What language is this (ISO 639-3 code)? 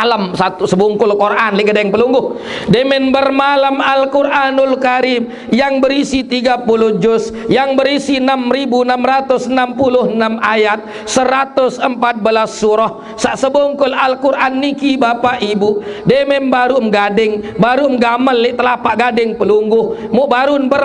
sas